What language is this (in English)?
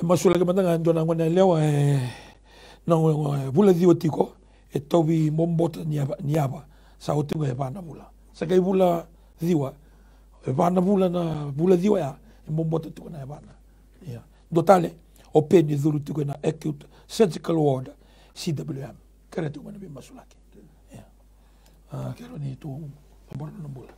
Fijian